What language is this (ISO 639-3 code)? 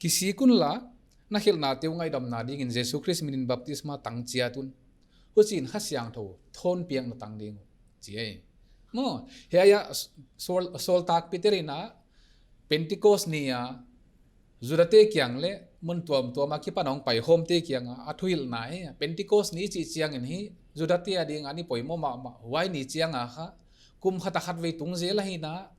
pck